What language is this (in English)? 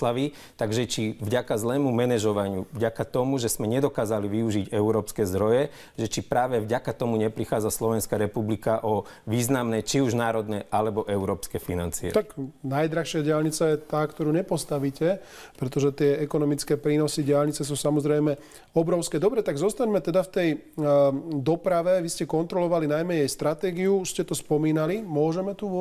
Slovak